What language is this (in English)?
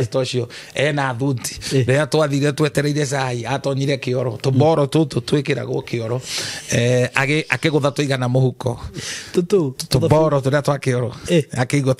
Kikuyu